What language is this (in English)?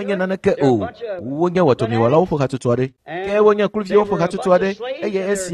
Ewe